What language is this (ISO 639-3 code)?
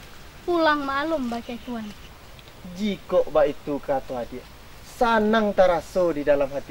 min